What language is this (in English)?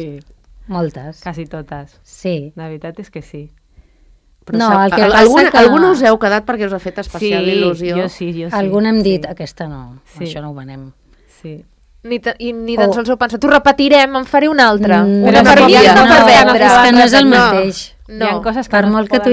Catalan